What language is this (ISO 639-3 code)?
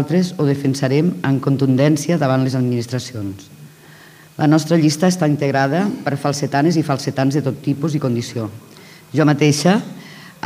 cat